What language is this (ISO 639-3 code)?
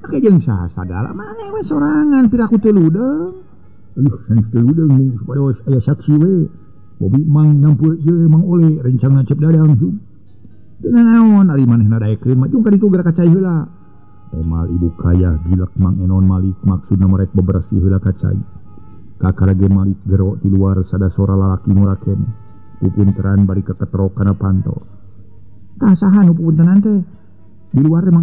sun